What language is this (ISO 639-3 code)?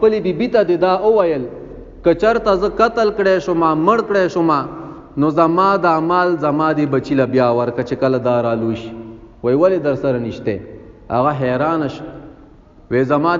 pus